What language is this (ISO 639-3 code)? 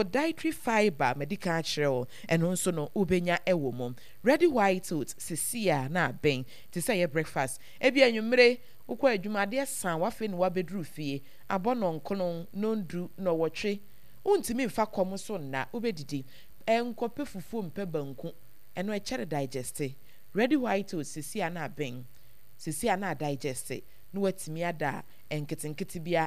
aka